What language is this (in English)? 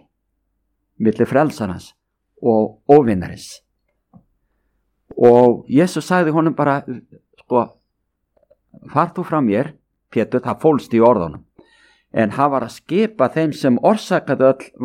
Icelandic